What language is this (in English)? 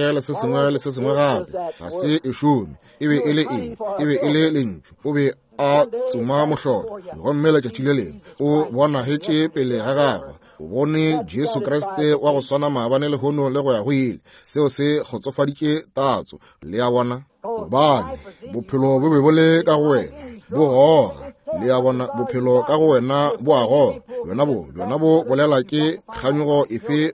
Northern Sotho